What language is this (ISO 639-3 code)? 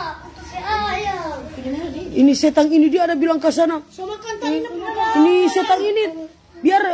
xmm